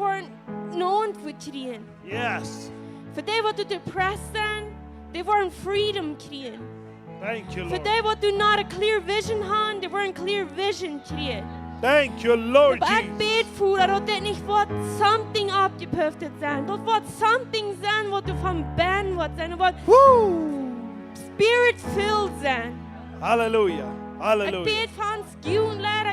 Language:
Plautdietsch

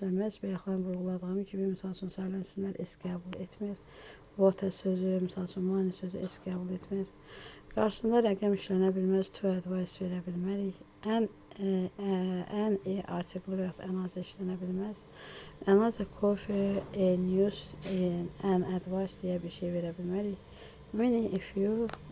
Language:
Azerbaijani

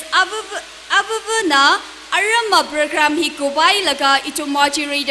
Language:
Tangkhul Naga (India)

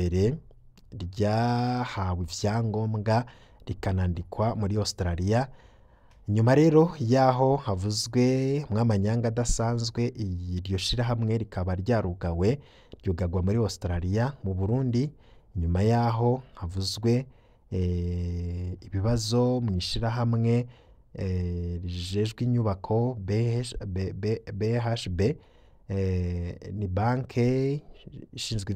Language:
Rundi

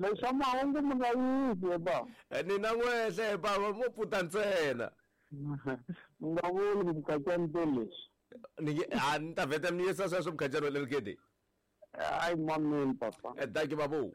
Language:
Tsonga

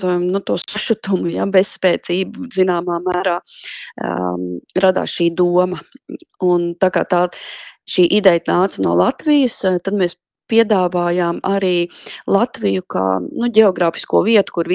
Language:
Latvian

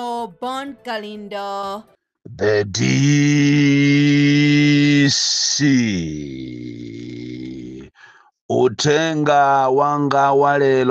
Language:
Nyanja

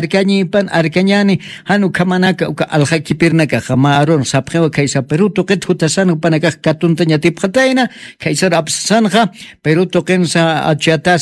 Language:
Aymara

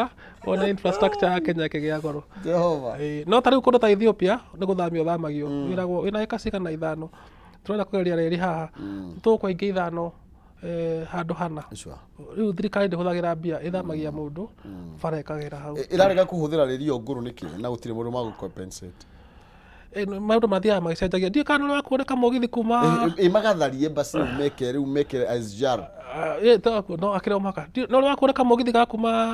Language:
Kikuyu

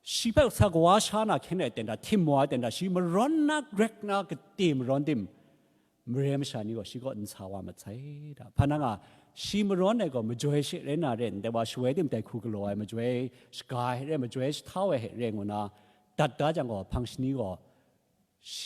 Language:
Kachin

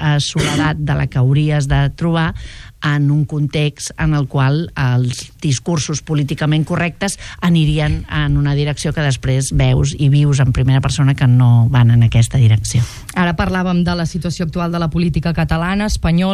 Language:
Catalan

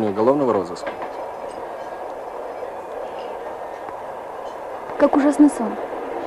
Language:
Russian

